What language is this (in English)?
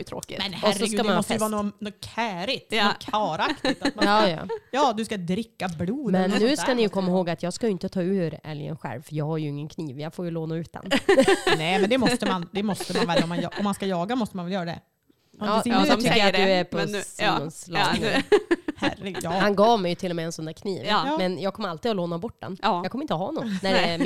Swedish